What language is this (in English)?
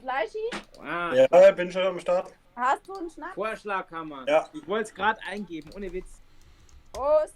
Bavarian